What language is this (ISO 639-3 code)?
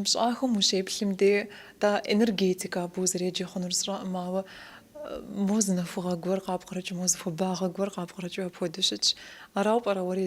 kbd